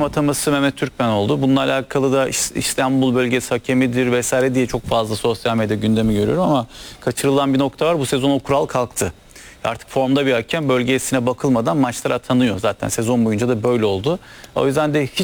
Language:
Turkish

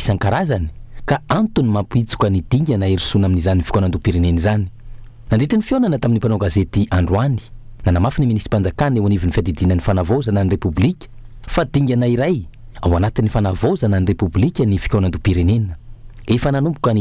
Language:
Malagasy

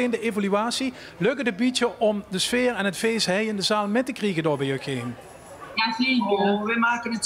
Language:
Limburgish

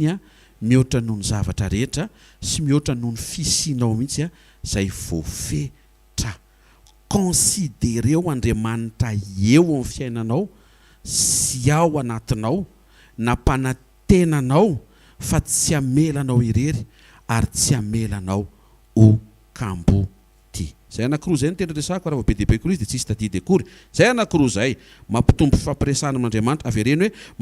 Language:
Malagasy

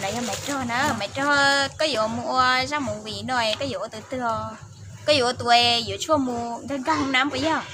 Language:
Hmong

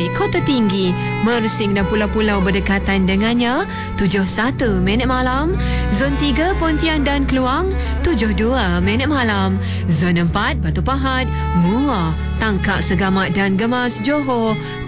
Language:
Malay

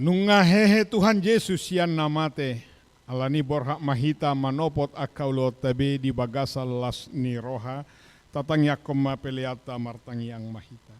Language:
Batak Toba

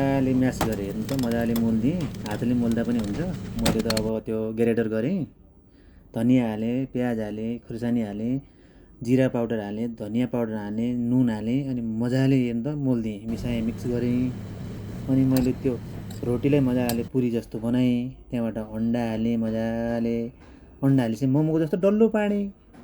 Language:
Nepali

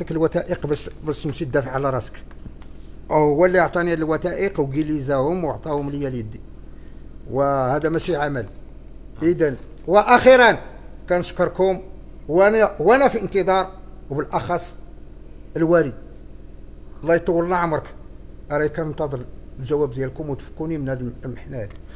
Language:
Moroccan Arabic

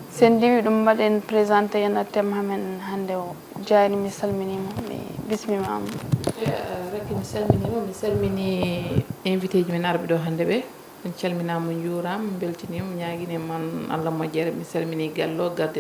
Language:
Fula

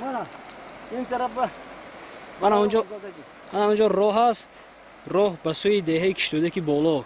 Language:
Tajik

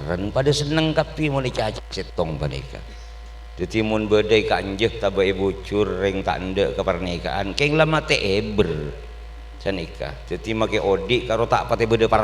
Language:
Madurese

